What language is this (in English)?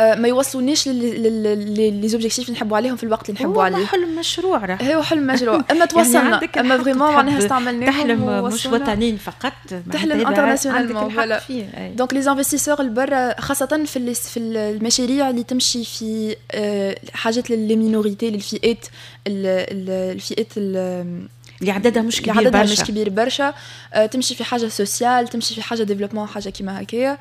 Tunisian Arabic